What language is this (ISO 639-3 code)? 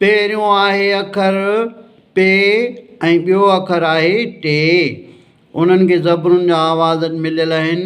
snd